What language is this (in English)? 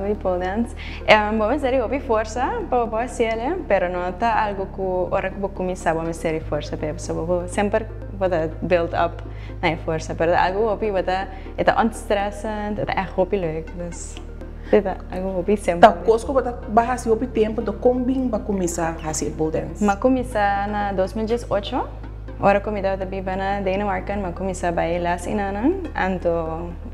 Papiamento